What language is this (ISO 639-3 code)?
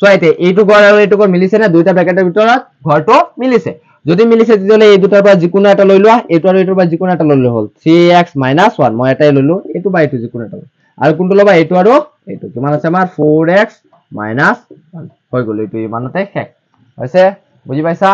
asm